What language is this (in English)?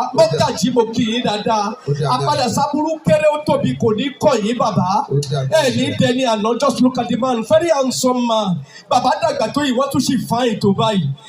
Yoruba